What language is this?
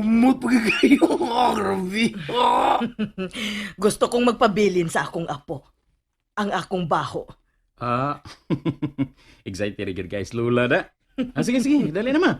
Cebuano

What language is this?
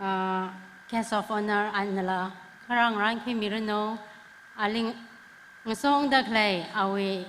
Tangkhul Naga (India)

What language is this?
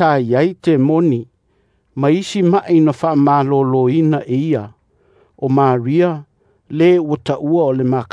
Samoan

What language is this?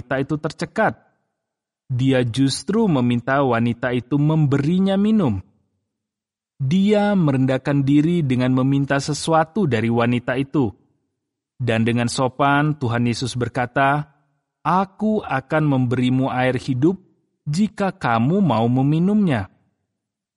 Indonesian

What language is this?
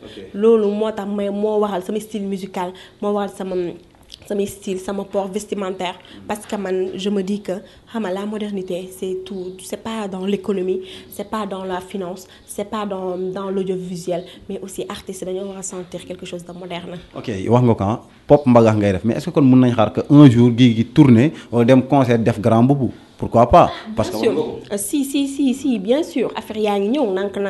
Wolof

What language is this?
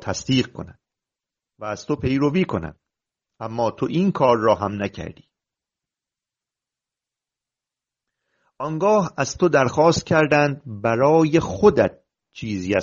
Persian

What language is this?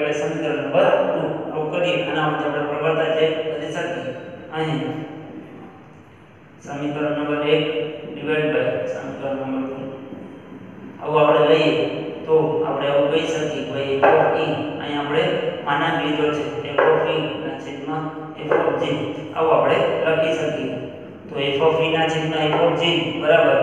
Gujarati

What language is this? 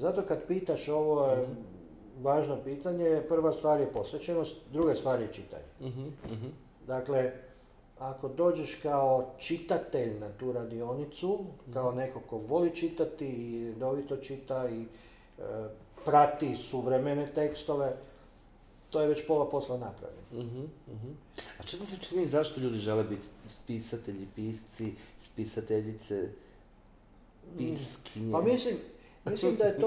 Croatian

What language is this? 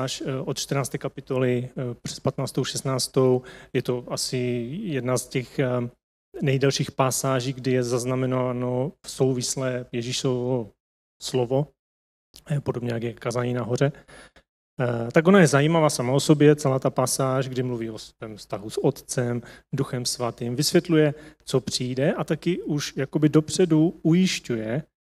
Czech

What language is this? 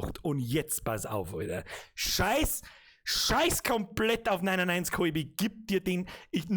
Bavarian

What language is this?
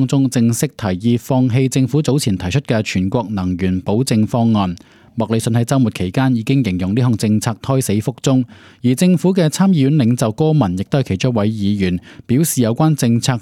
Cantonese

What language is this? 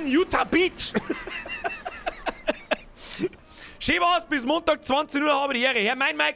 Bavarian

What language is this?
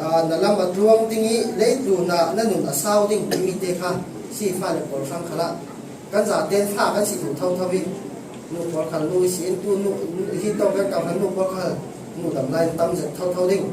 Falam Chin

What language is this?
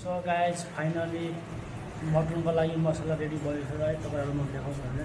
Nepali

